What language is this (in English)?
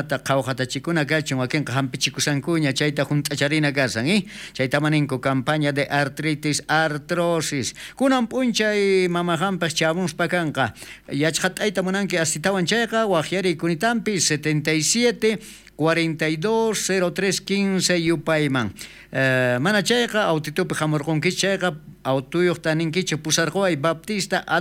South Bolivian Quechua